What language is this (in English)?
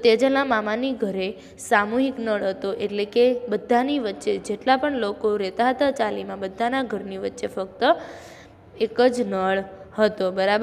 Gujarati